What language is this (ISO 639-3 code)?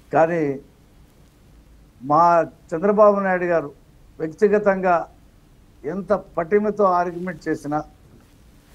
tel